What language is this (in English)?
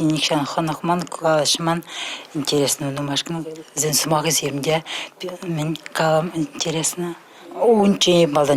Chuvash